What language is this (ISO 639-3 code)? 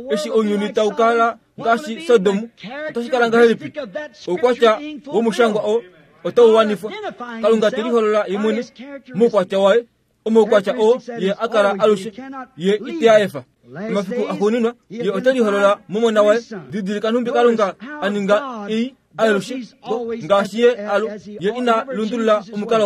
kua